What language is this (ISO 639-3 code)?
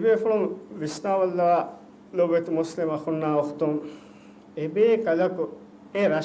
div